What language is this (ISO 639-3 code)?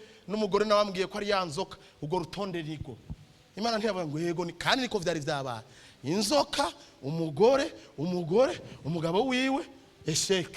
run